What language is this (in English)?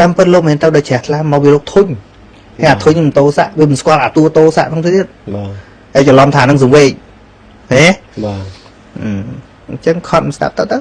Khmer